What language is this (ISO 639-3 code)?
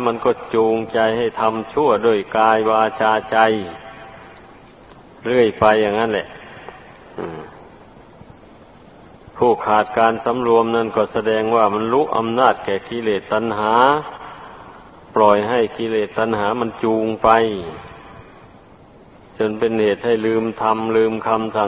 tha